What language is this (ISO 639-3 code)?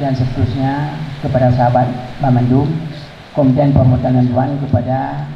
ace